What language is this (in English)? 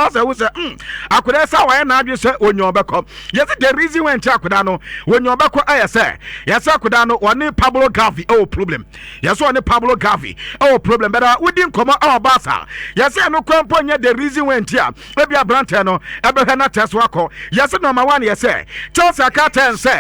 Akan